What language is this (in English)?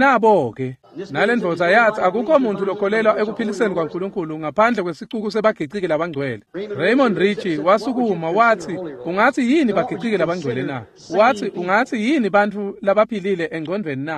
Swati